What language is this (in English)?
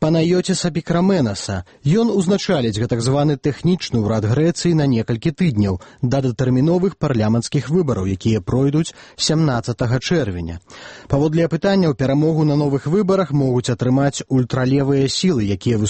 Belarusian